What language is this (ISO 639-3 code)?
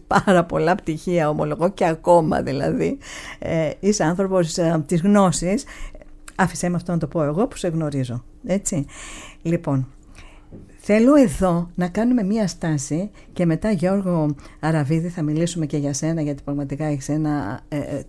ell